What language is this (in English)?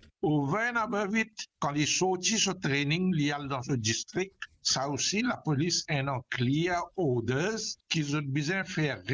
Morisyen